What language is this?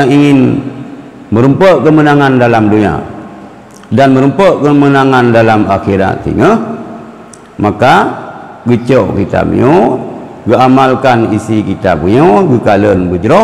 Achinese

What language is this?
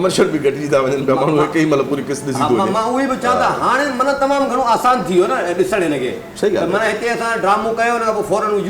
Sindhi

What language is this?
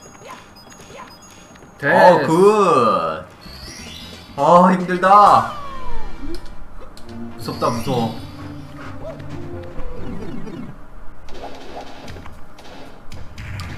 Korean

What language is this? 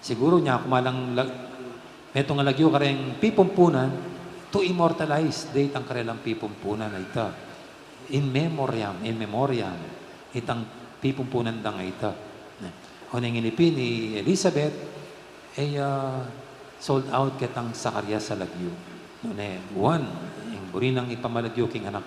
Pampanga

